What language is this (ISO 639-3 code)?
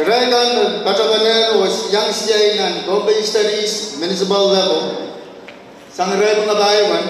pon